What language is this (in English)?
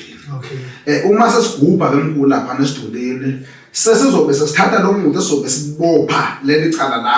Zulu